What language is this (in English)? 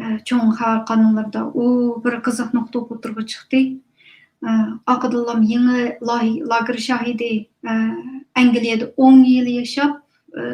Uyghur